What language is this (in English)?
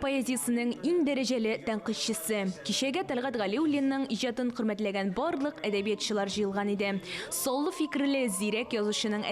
Tatar